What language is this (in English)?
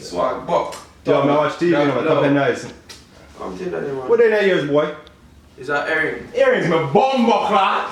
Jamaican Creole English